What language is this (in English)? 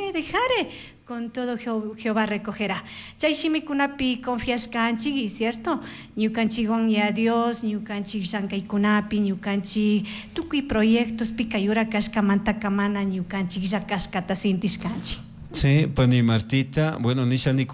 Chimborazo Highland Quichua